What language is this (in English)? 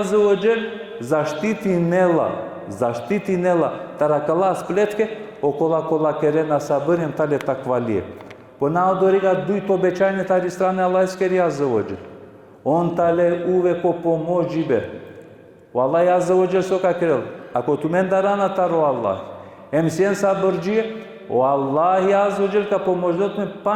Balkan Romani